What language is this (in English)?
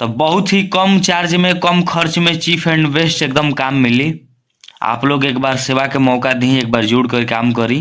Bhojpuri